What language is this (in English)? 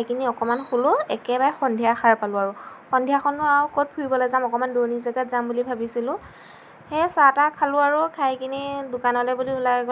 Assamese